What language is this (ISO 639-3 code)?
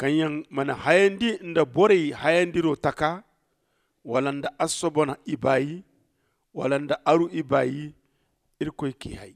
dje